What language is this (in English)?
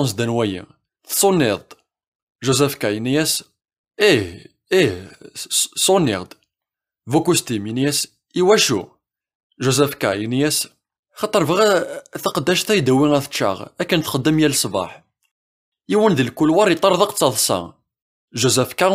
Kabyle